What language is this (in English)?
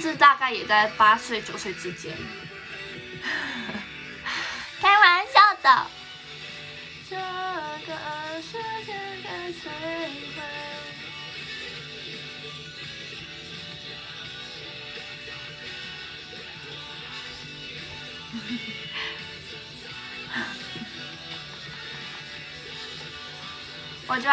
Chinese